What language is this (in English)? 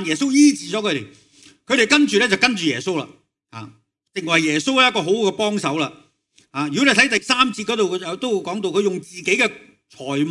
Cantonese